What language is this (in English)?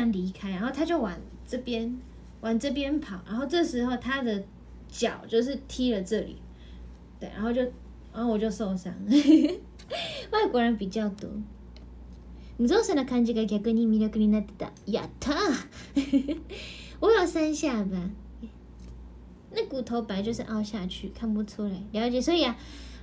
Chinese